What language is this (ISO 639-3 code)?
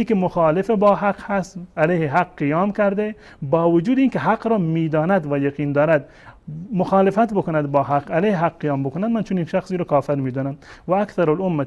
fas